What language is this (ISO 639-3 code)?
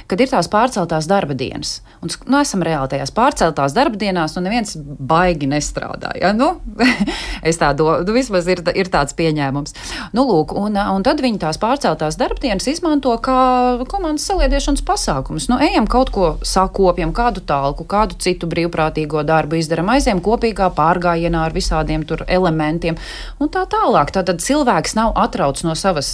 lav